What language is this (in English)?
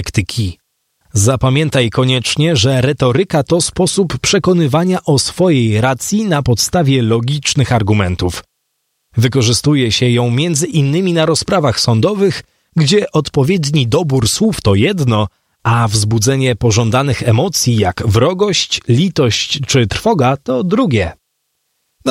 Polish